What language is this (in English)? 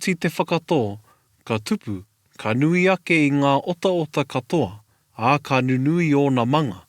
Māori